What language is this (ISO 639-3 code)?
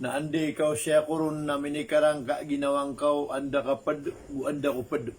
mrw